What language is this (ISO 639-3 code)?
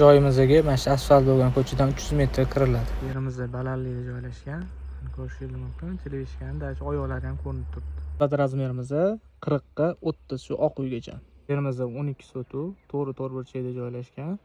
uzb